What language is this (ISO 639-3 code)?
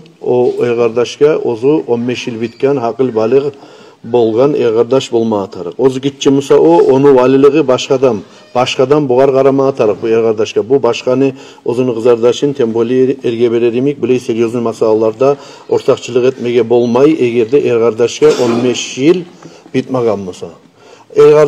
kum